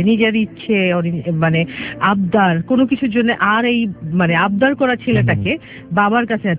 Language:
Bangla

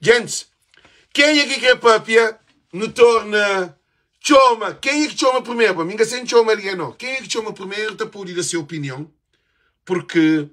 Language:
Kabuverdianu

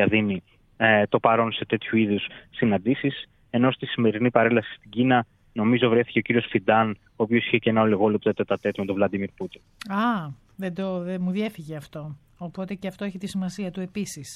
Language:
Greek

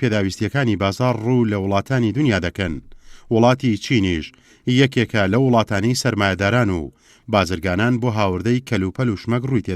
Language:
Central Kurdish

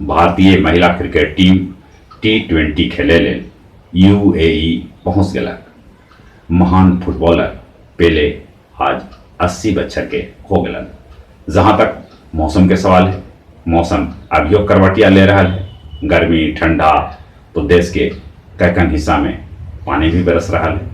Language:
Magahi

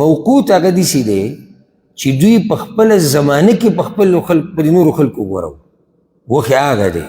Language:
Pashto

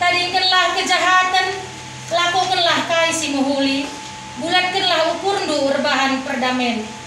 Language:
Batak Karo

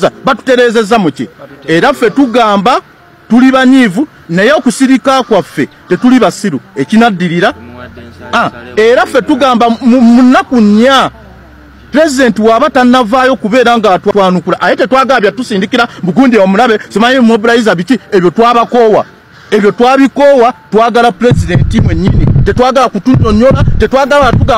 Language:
Ganda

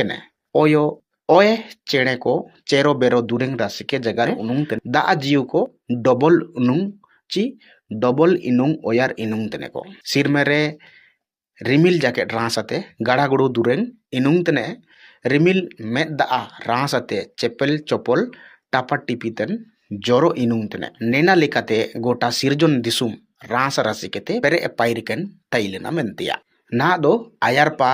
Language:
Ho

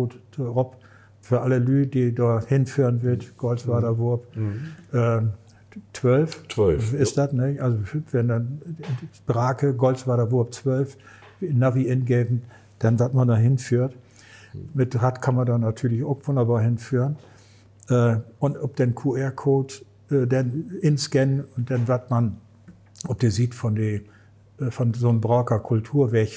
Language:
Low German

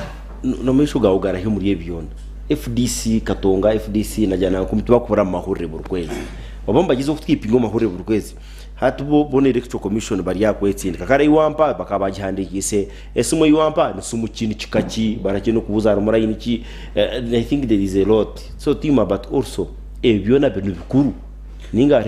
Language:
Nyankole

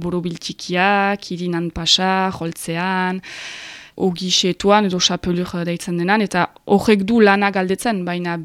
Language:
Basque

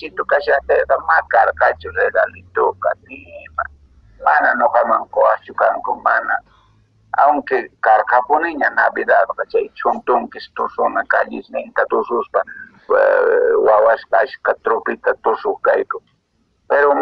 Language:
Quechua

